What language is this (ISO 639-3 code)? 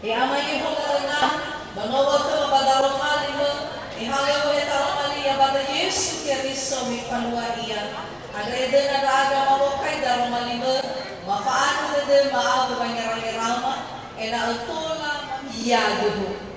nia